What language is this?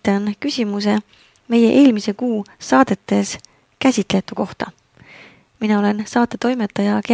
Estonian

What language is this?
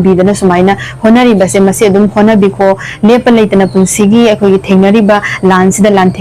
Manipuri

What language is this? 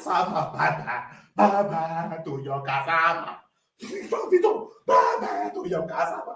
Nigerian Pidgin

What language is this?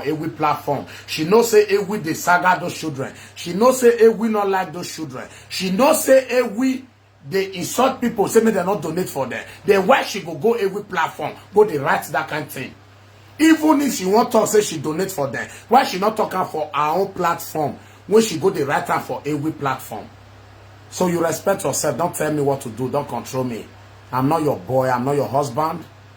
Nigerian Pidgin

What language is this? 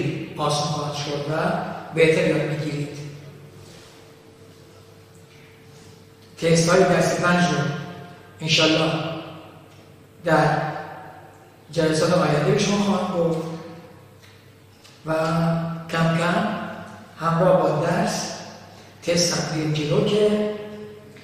Persian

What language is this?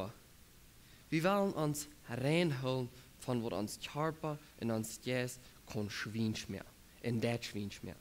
Plautdietsch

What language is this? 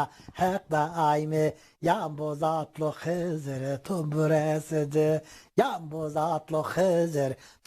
Zaza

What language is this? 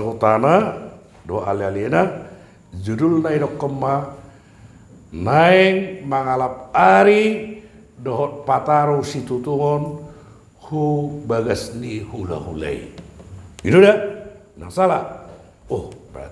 Batak Toba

